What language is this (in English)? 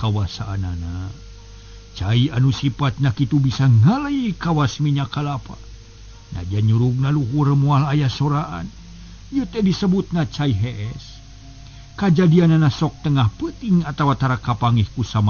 Sundanese